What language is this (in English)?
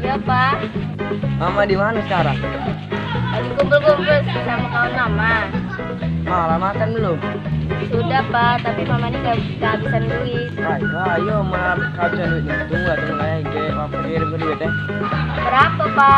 Musi